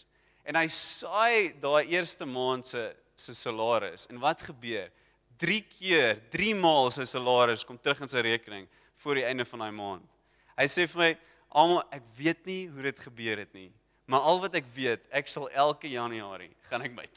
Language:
Afrikaans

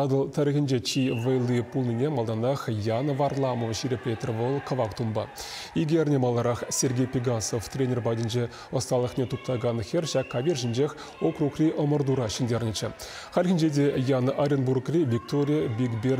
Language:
Chuvash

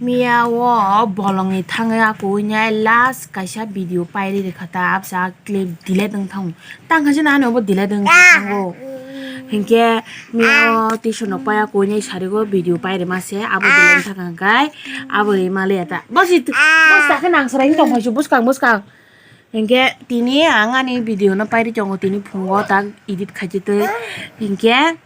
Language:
Kok Borok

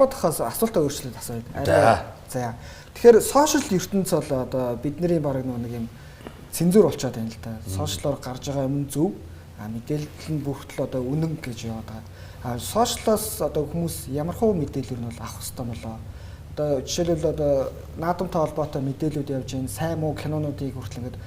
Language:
Mongolian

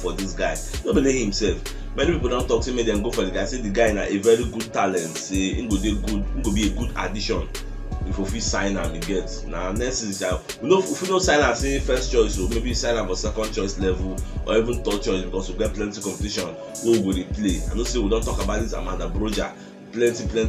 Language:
Nigerian Pidgin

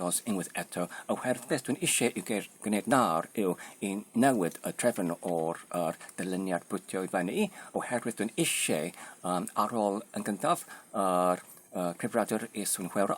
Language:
Welsh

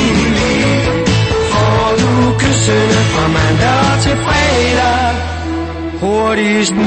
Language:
Danish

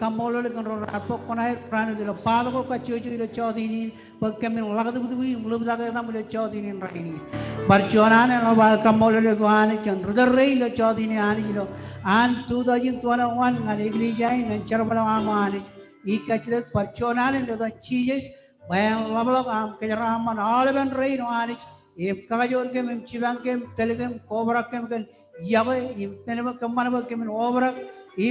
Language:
Marshallese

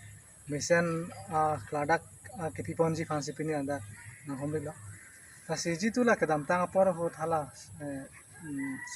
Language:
Karbi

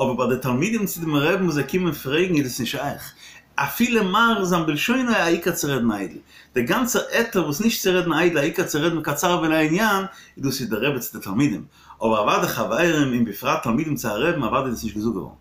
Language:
Yiddish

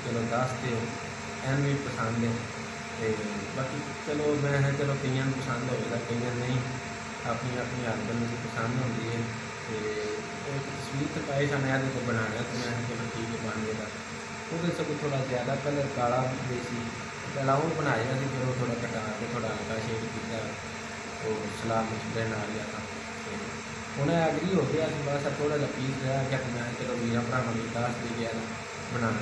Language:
Punjabi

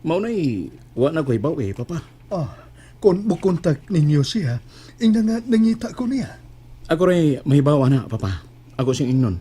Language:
Cebuano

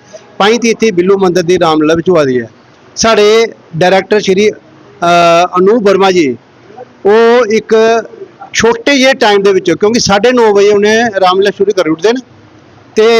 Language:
Dogri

